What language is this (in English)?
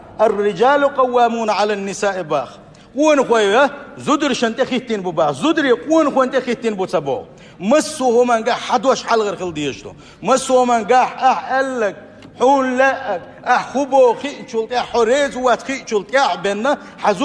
Chechen